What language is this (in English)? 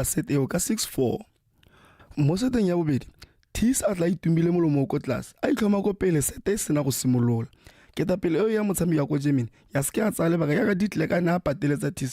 Tswana